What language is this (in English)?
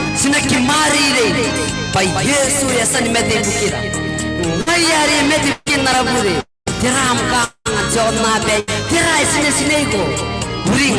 Gilbertese